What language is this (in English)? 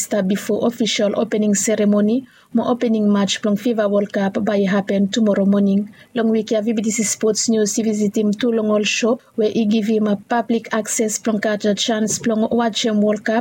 Bislama